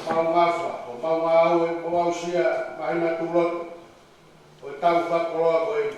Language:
Tongan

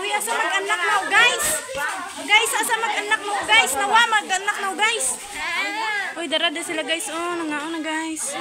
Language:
Cebuano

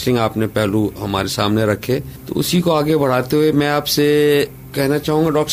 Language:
Urdu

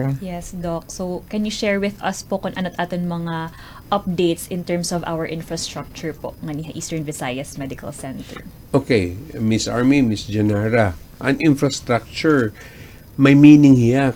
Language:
Waray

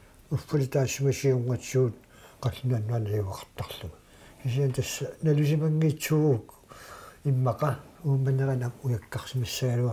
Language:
Kalaallisut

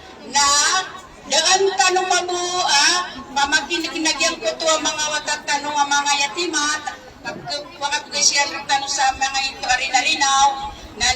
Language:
Maranao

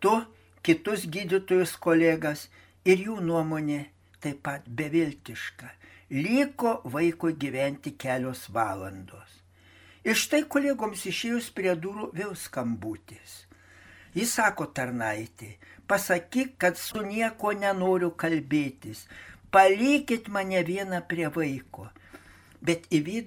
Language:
Lithuanian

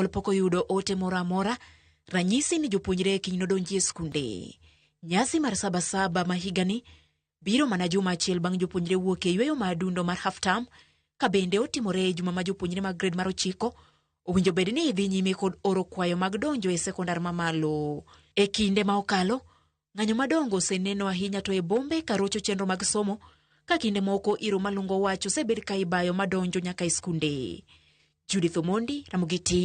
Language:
Luo (Kenya and Tanzania)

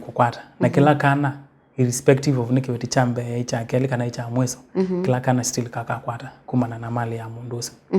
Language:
Kamba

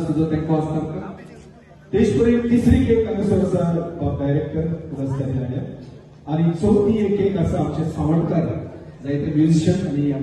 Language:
Konkani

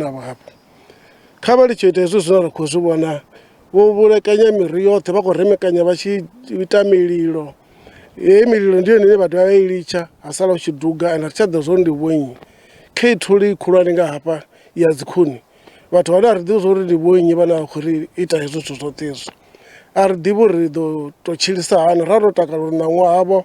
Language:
Venda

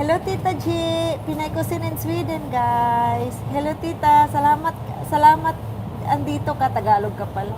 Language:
Cebuano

